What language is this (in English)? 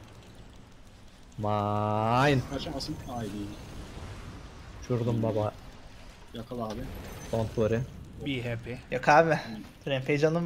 Turkish